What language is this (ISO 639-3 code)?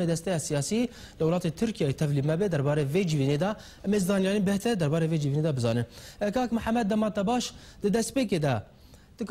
kur